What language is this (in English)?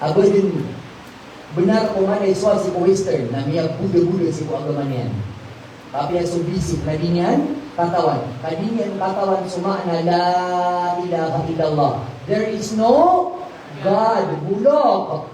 Maranao